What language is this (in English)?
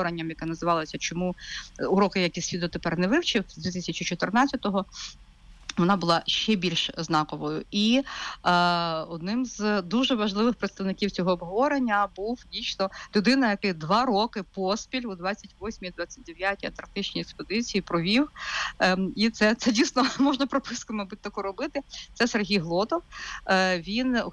Ukrainian